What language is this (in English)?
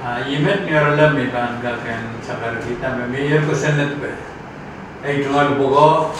Pohnpeian